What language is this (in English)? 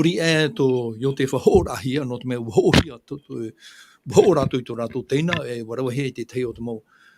Tahitian